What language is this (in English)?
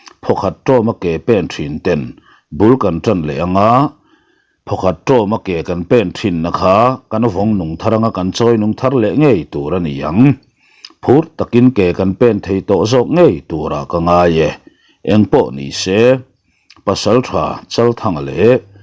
Mizo